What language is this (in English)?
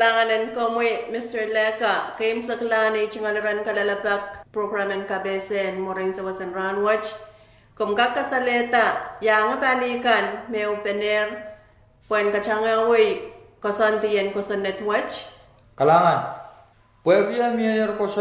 Pohnpeian